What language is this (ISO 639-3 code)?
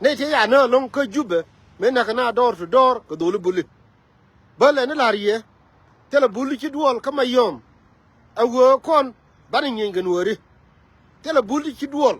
nus